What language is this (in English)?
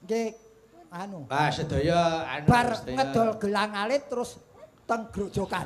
Javanese